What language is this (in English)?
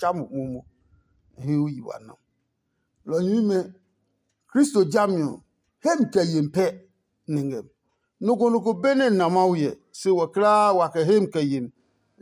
Adangme